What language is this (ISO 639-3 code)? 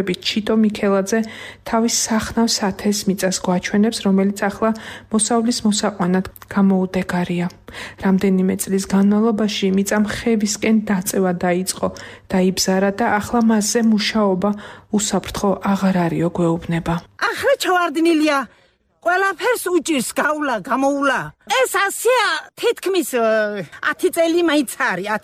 kat